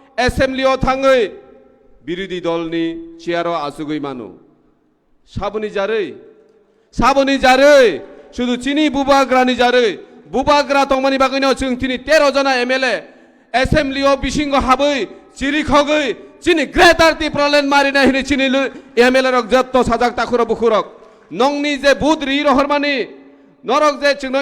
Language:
Kok Borok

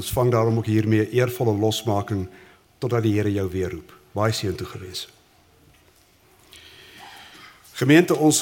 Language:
Afrikaans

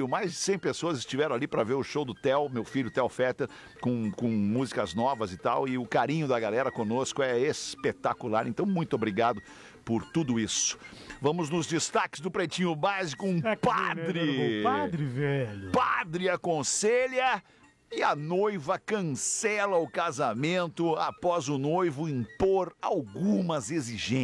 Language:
Portuguese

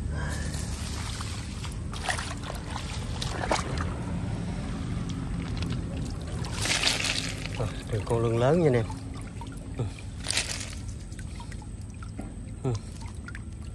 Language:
Vietnamese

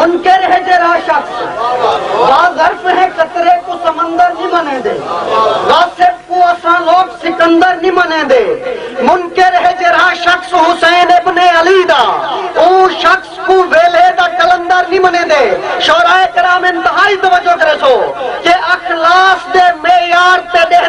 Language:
Saraiki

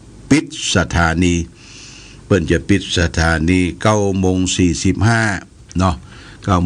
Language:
Pali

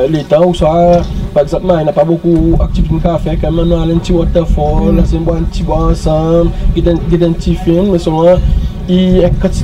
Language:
Seselwa Creole French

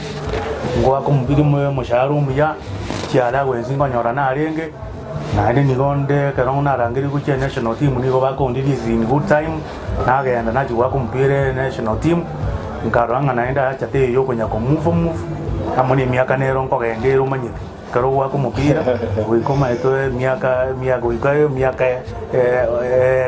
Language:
Gusii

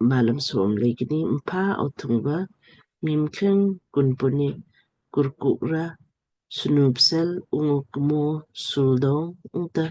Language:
Lamkang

